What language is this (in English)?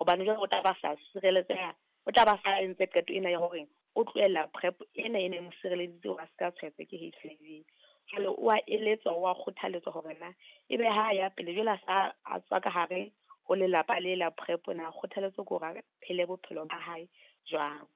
Southern Sotho